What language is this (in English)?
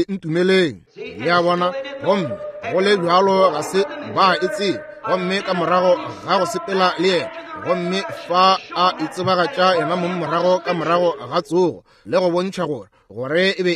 Northern Sotho